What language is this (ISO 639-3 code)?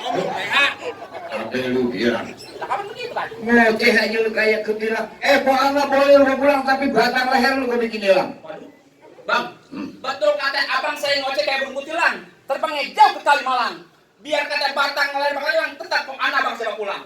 bew